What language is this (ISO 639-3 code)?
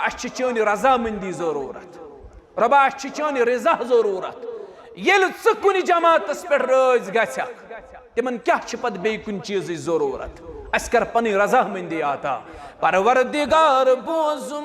kas